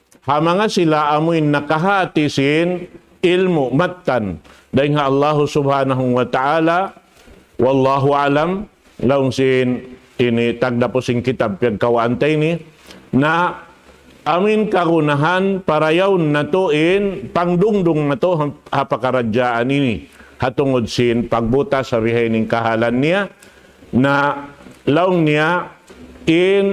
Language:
Tausug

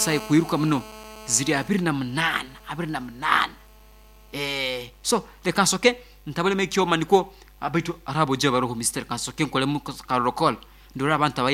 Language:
Nyoro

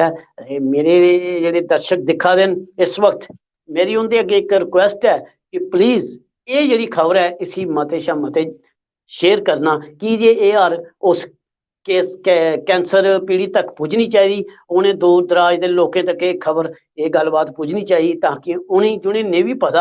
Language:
Dogri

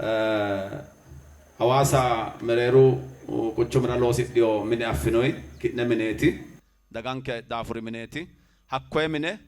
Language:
Sidamo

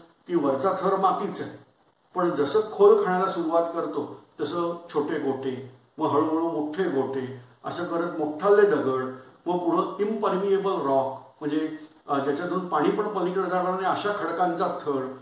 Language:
Marathi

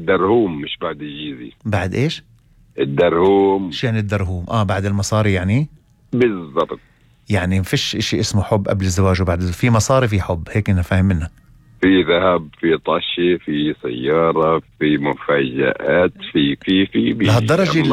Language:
North Levantine Arabic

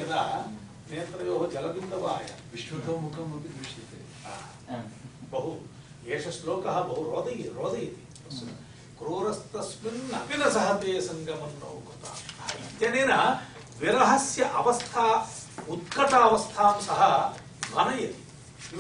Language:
Sanskrit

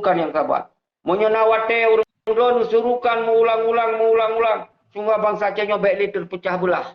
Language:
Achinese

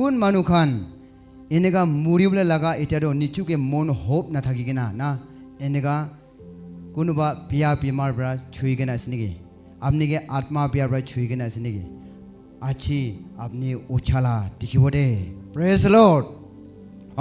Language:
Naga Pidgin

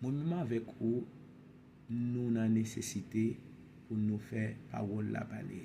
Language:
Haitian Creole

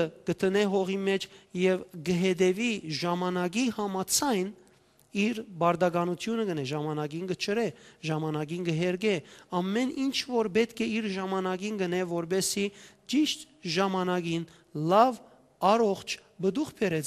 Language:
Western Armenian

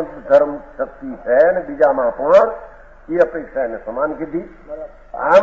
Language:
Gujarati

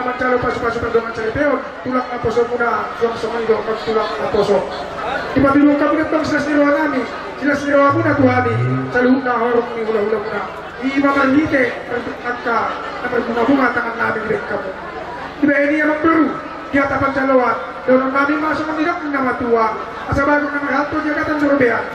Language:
Batak Toba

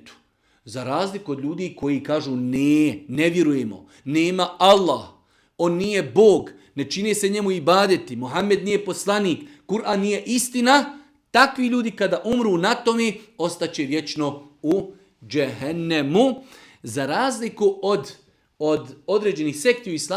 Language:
Bosnian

